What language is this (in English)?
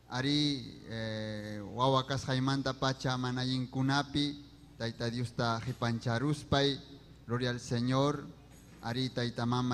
Ayacucho Quechua